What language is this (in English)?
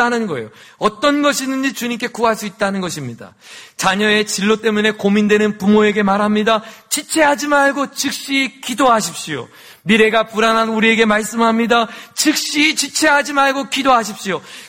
Korean